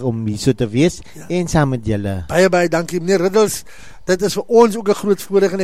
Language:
Afrikaans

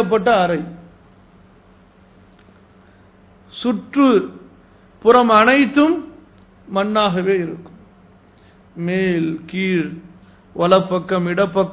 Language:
Tamil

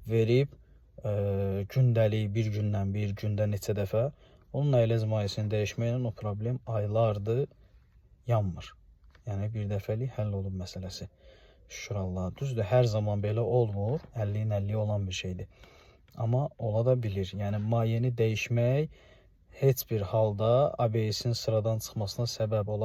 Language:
Azerbaijani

